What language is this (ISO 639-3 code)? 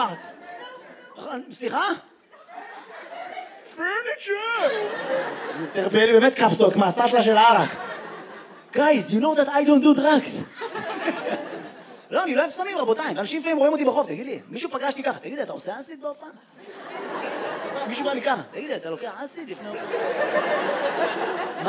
heb